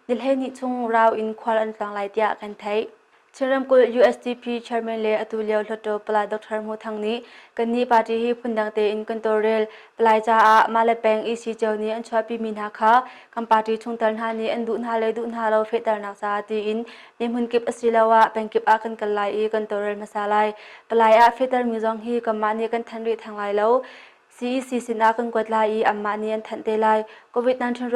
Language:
Hakha Chin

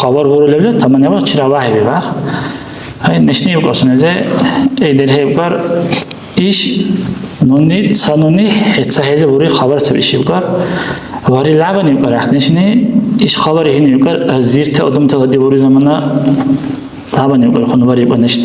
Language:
Dargwa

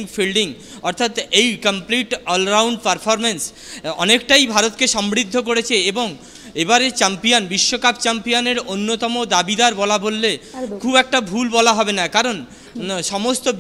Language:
Bangla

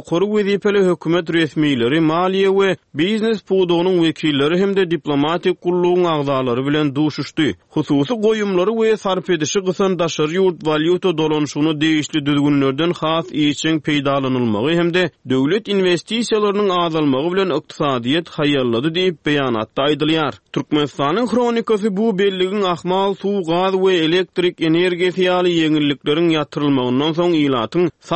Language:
Turkmen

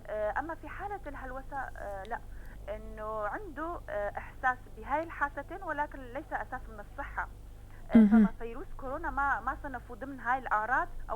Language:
North Levantine Arabic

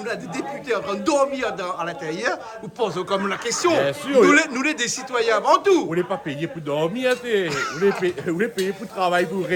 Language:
Réunion Creole French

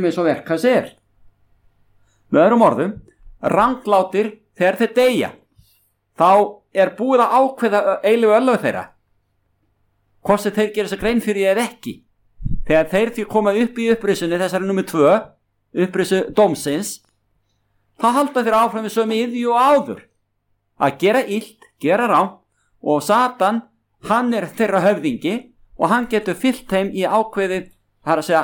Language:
Icelandic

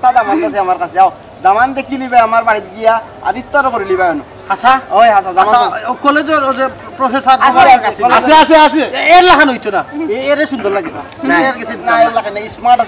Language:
Sylheti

